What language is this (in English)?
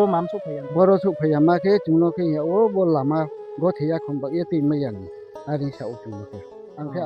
Riang (India)